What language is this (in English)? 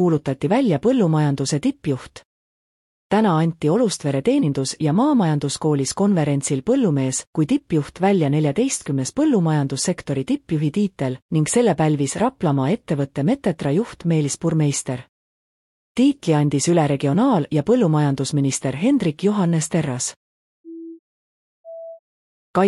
Estonian